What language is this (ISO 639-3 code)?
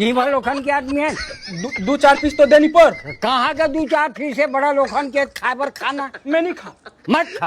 hne